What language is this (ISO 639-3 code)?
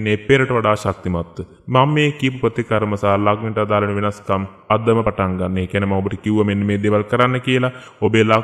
sin